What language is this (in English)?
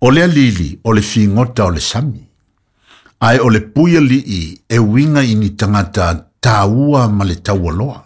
Samoan